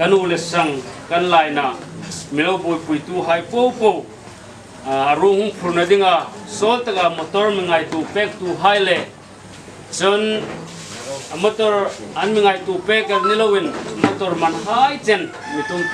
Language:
Hmar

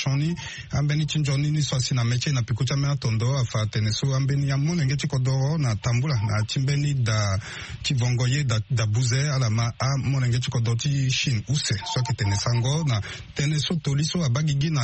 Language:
Sango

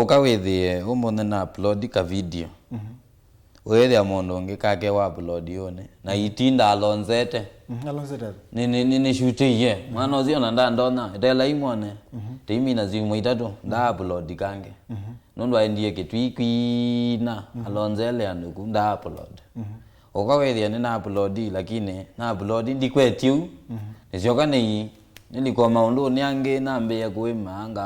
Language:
Kamba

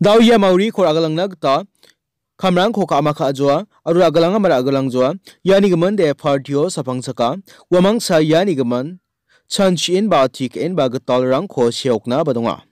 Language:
Garo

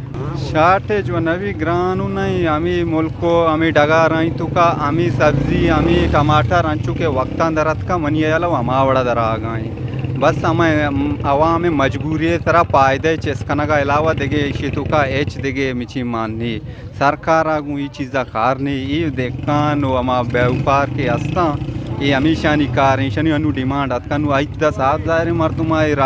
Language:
Eastern Balochi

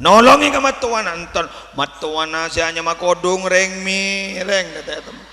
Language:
Madurese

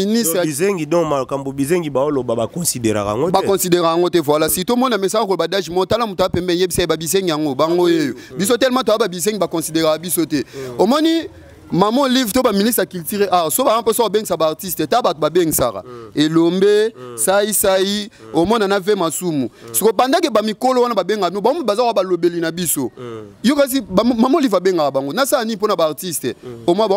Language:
Lingala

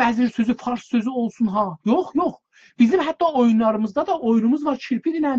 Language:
South Azerbaijani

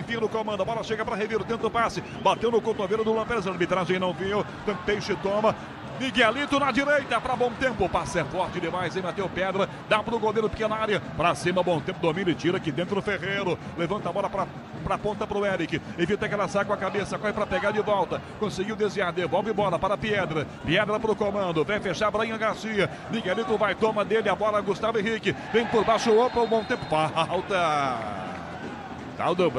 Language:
Portuguese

